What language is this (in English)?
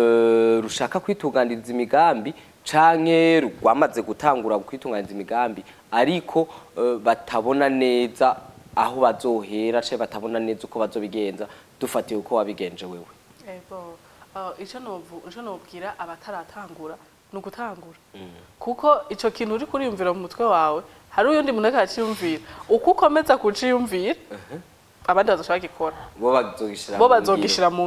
Rundi